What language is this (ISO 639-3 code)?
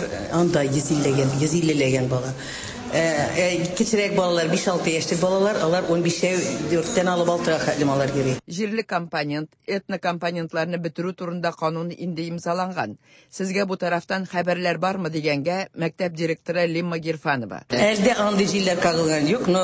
tat